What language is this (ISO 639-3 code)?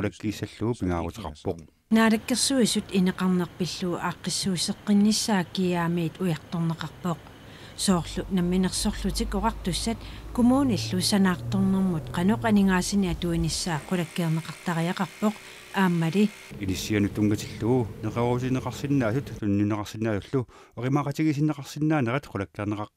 kal